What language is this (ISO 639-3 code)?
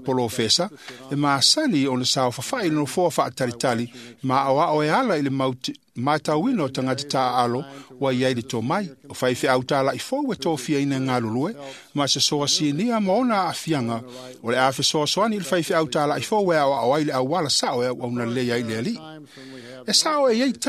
smo